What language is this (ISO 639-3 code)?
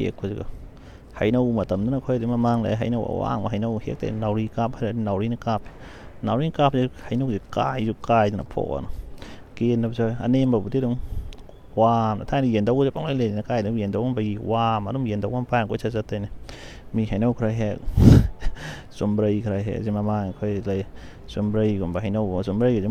mni